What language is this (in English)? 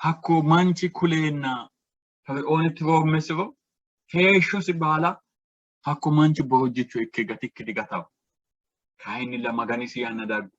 Sidamo